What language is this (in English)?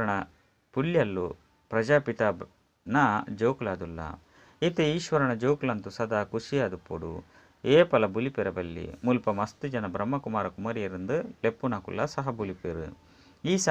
Tulu